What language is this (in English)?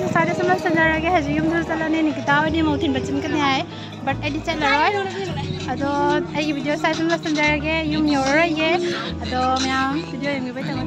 Manipuri